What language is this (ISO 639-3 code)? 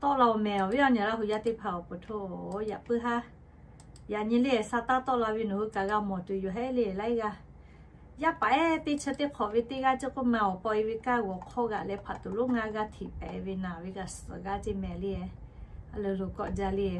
lhu